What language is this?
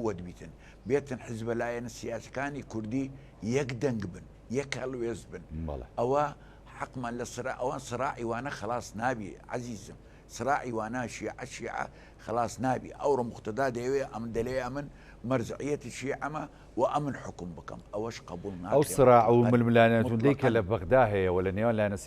Central Kurdish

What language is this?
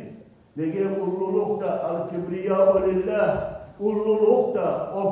Kumyk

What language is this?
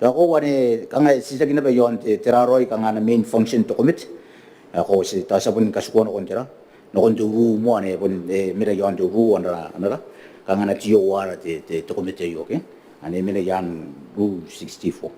Gilbertese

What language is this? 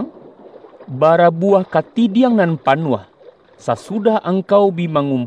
Minangkabau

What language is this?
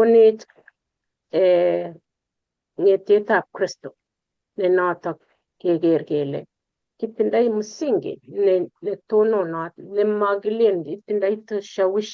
Kalenjin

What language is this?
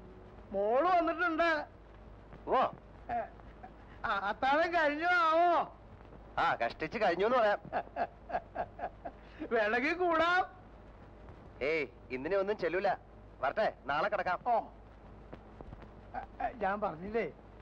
Malayalam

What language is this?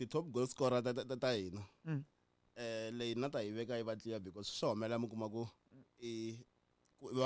Tsonga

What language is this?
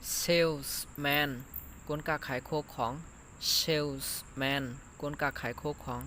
Shan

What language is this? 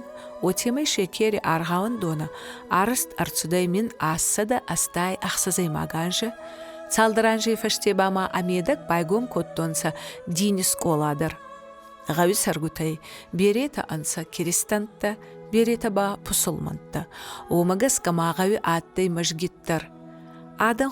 Ossetic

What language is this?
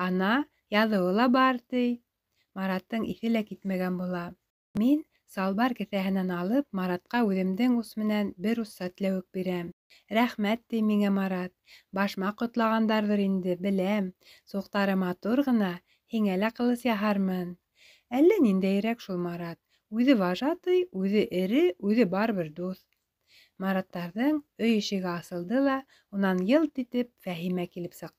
Bashkir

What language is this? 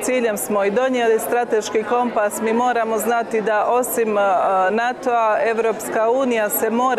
Croatian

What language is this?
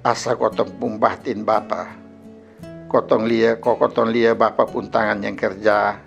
Kupang Malay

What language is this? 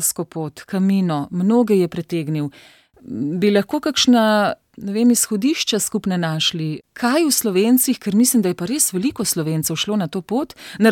Slovenian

